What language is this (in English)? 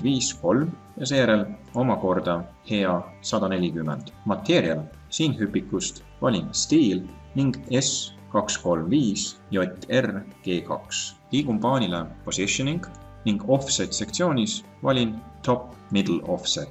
Estonian